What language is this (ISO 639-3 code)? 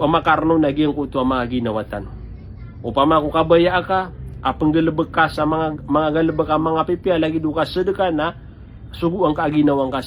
mrw